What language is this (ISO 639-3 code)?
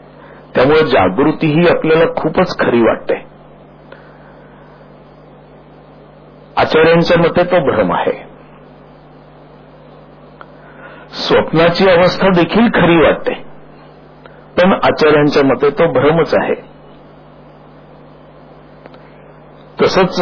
mar